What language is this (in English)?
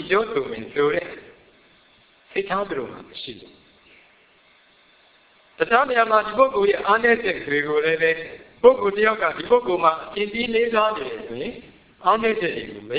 Burmese